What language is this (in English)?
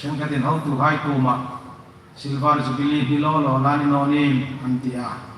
Hmar